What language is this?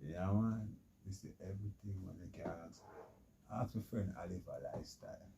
Jamaican Creole English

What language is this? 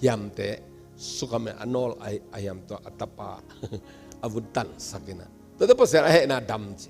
Tedim Chin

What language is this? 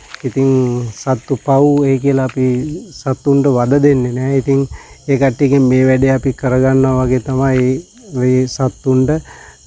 Sinhala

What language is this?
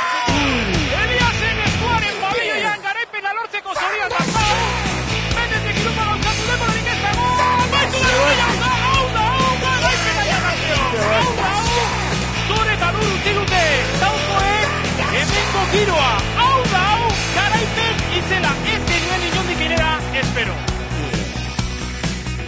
Basque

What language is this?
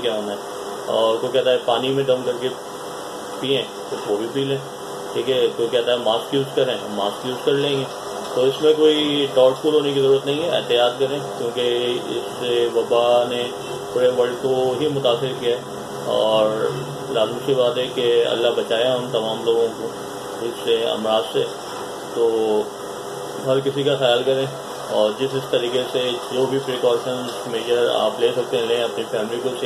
Urdu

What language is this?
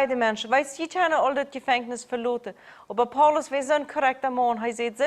Plautdietsch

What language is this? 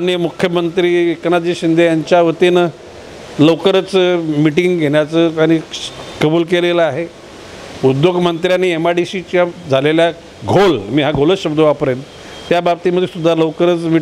Marathi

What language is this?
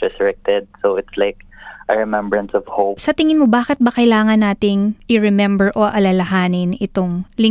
Filipino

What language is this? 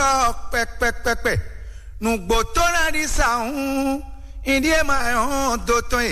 Fon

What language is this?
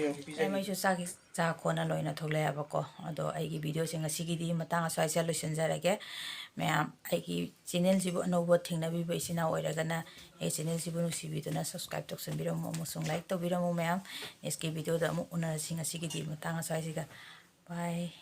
Manipuri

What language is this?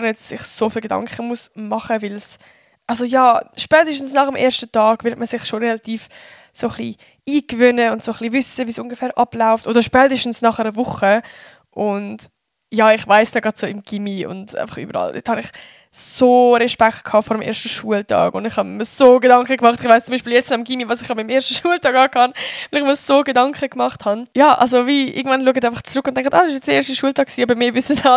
Swiss German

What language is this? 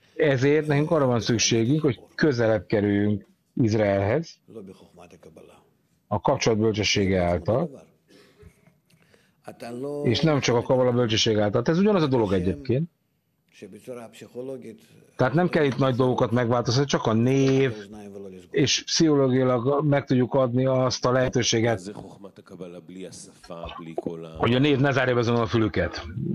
Hungarian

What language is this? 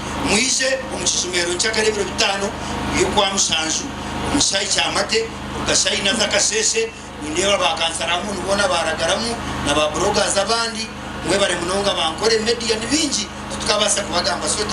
Nyankole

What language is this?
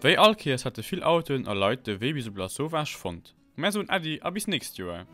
Luxembourgish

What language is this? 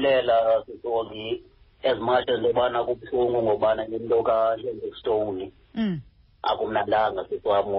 Xhosa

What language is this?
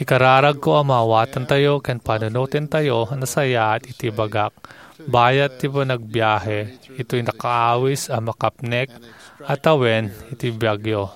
Iloko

